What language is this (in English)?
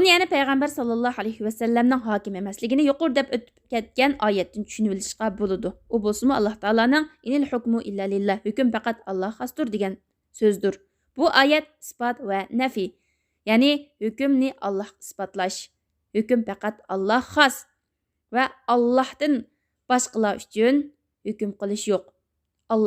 Uyghur